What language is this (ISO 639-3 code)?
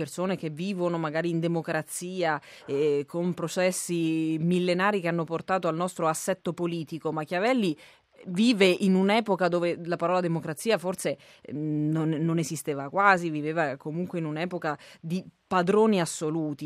ita